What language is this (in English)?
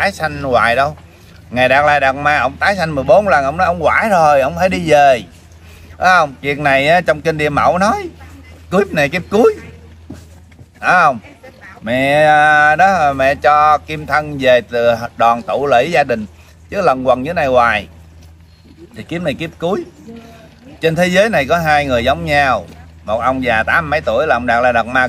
Vietnamese